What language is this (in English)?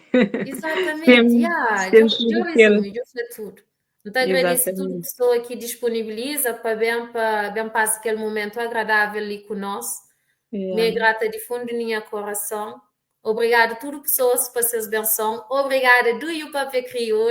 Kabuverdianu